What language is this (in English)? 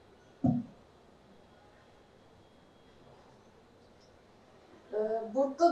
Turkish